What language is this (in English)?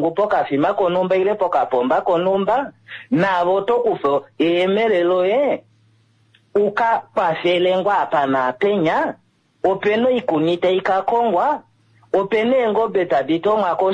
Kuanyama